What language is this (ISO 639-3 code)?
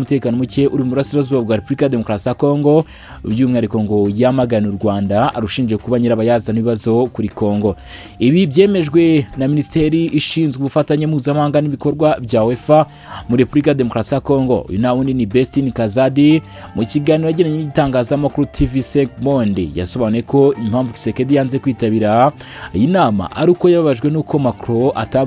kin